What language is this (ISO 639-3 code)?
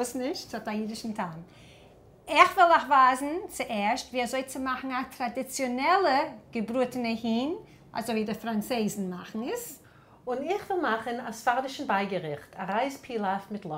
yid